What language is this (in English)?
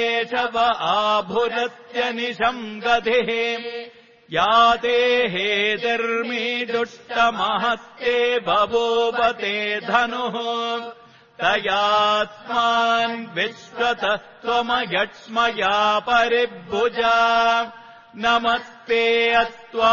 Sanskrit